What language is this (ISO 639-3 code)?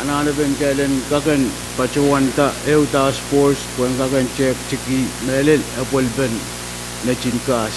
pon